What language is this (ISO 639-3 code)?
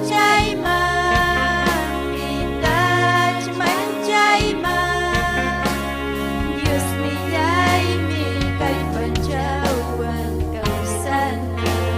quy